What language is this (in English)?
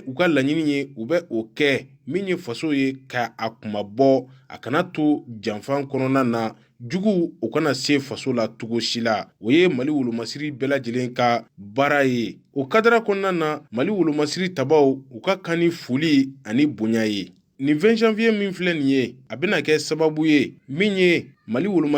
Bambara